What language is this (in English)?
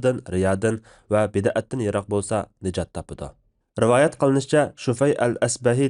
Uyghur